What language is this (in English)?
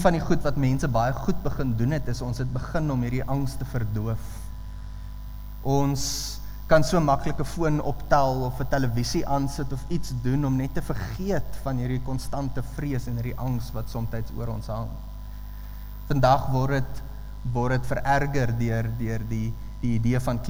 Afrikaans